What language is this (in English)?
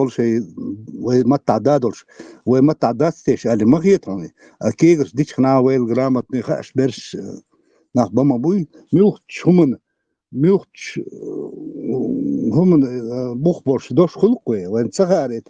Chechen